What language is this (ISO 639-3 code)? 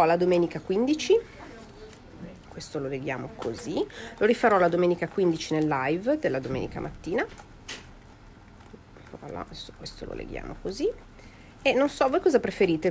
ita